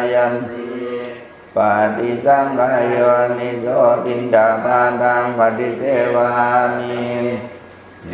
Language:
Pali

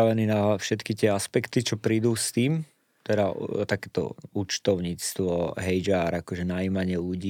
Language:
Slovak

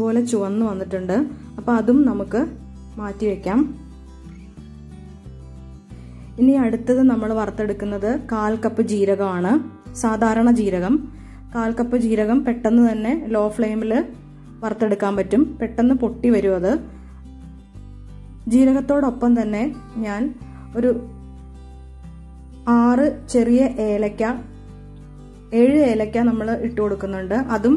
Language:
Malayalam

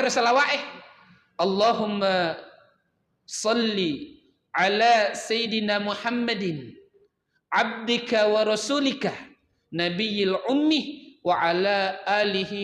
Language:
Buginese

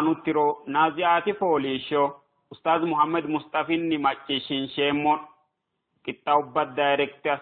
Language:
Sidamo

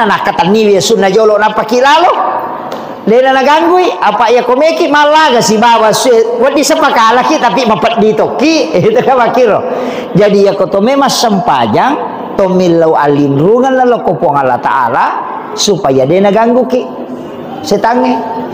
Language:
Buginese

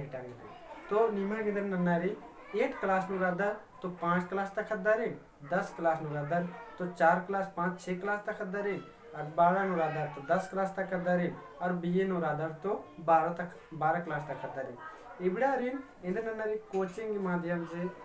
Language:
Kurukh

